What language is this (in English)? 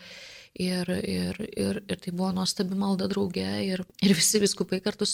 Lithuanian